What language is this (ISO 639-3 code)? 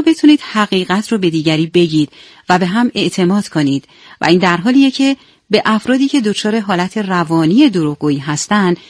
fas